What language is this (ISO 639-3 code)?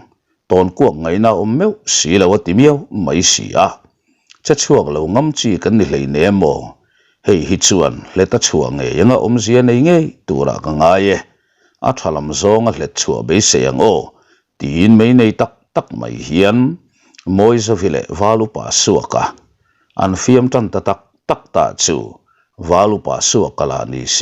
lus